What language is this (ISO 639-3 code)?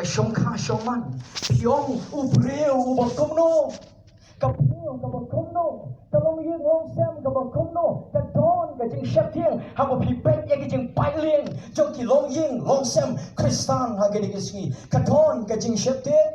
kha